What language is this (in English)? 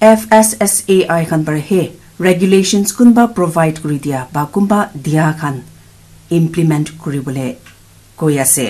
Naga Pidgin